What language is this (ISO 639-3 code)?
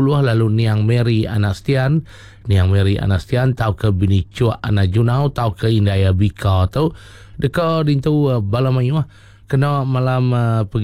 iba